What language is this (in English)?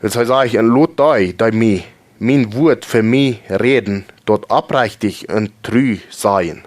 Plautdietsch